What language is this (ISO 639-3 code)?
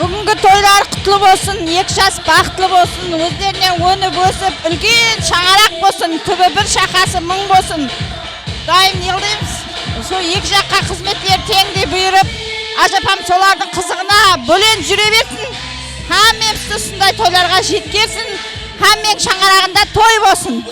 kaa